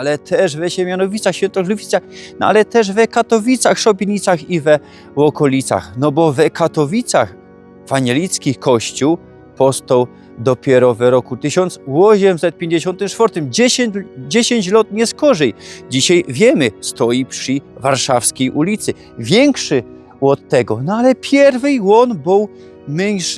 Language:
Silesian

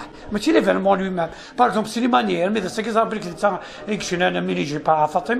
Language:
Kabyle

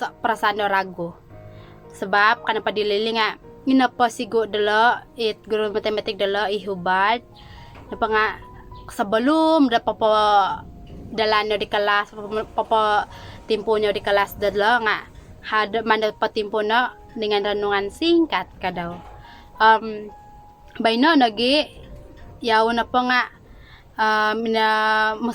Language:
Central Dusun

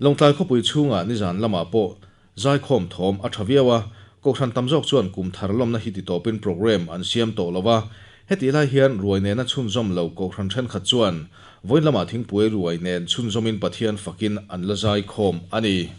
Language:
Mizo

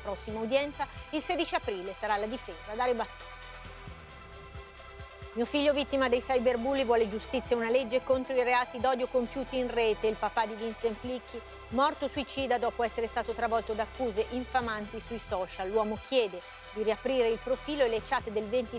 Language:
Italian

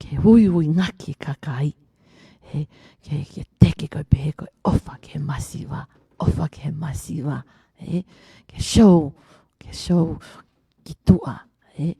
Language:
Tongan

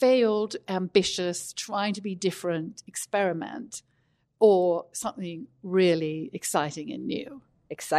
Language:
English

